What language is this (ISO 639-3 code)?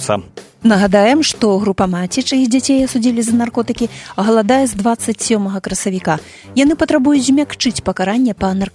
bel